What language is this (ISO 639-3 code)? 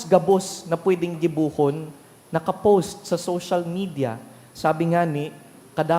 bik